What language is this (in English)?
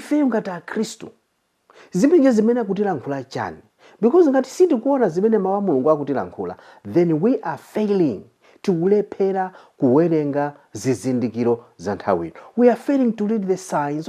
Nyanja